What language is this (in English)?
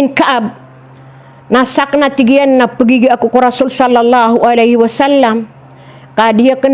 Maranao